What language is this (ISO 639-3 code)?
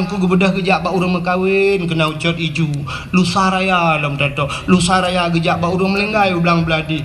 ace